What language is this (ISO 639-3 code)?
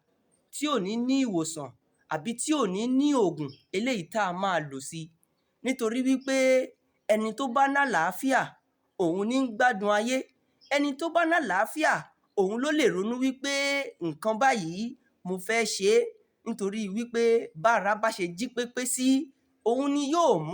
yor